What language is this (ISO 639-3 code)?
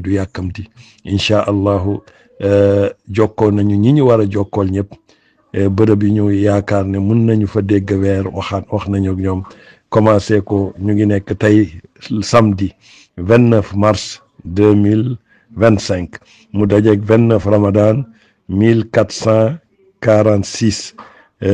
wol